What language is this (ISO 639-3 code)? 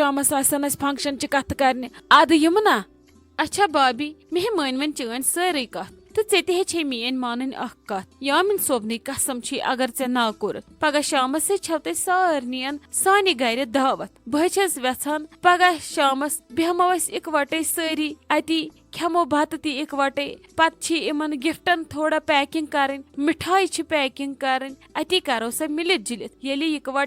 kas